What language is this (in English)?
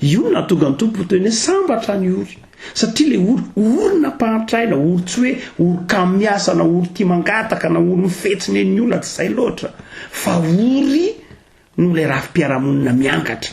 Malagasy